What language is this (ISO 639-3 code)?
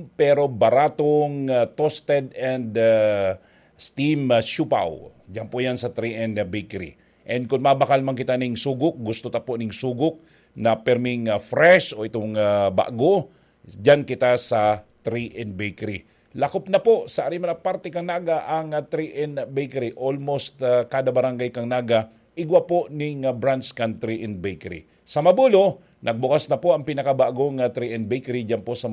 bik